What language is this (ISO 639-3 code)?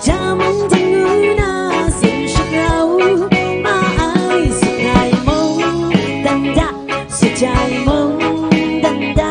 kac